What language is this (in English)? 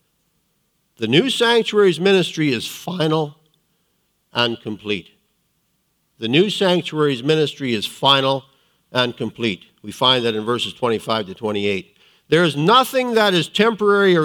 English